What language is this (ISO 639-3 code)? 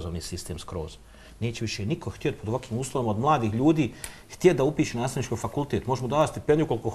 bos